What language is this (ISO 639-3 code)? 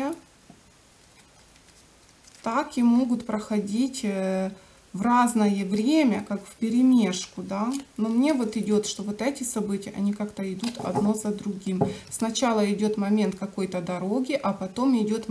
rus